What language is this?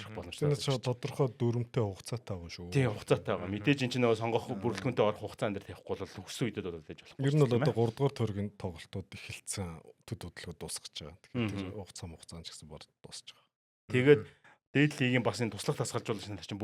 Mongolian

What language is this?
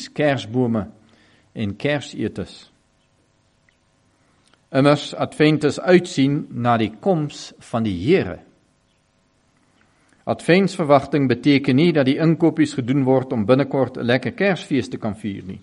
Afrikaans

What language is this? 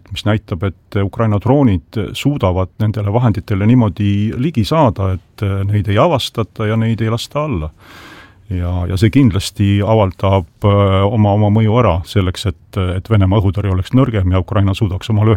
Estonian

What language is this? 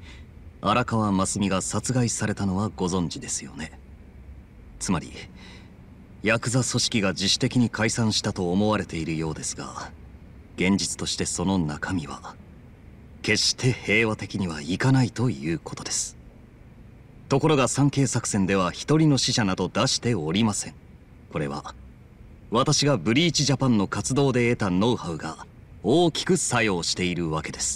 Japanese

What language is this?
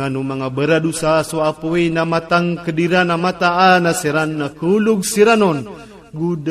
Iranun (Philippines)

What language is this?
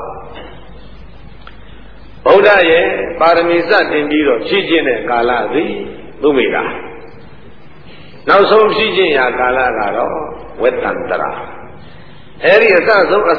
Burmese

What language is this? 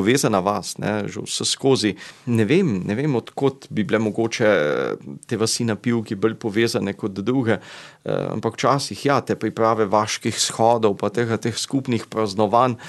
Slovenian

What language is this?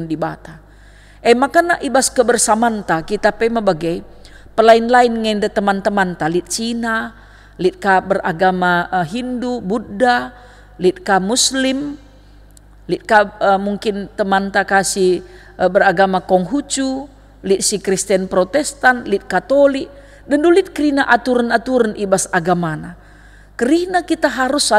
Batak Karo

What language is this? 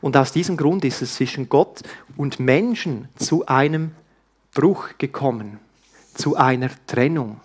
Swiss German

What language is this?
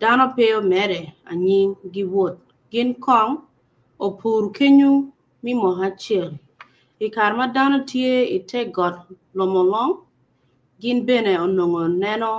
Acoli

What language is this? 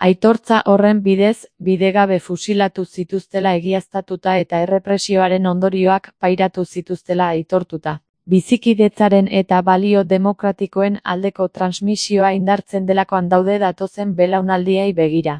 Basque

